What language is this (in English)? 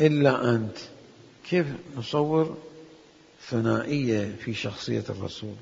Mesopotamian Arabic